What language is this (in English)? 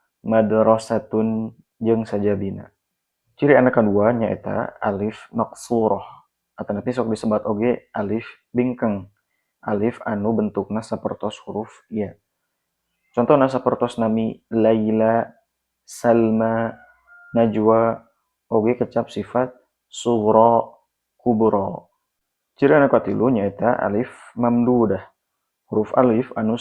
Sundanese